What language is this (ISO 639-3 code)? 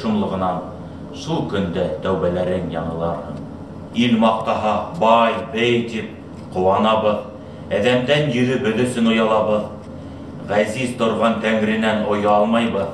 bak